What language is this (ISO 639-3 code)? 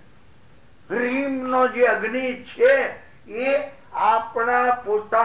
guj